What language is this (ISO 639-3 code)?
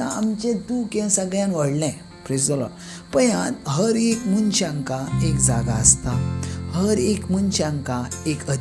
kok